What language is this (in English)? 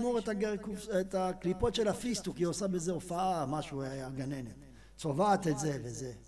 Hebrew